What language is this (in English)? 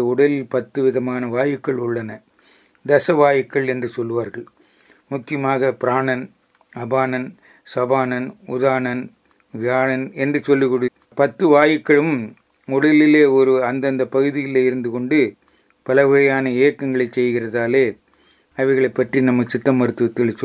Tamil